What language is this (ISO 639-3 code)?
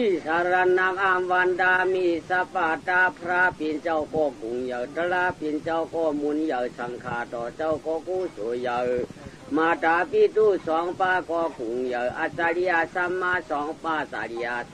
shn